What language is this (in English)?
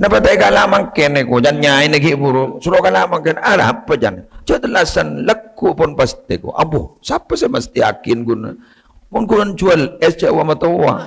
Madurese